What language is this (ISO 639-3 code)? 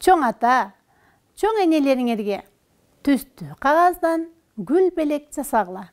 kir